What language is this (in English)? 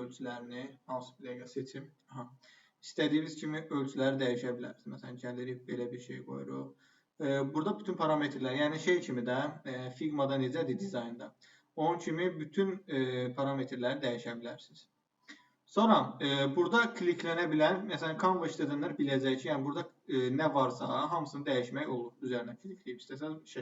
Azerbaijani